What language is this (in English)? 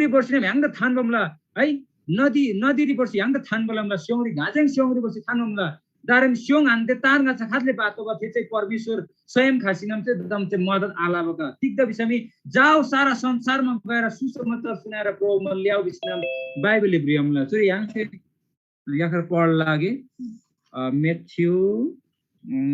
Eastern Tamang